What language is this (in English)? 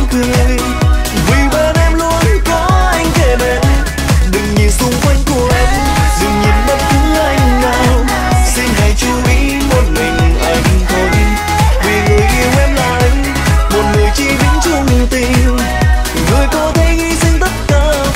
Vietnamese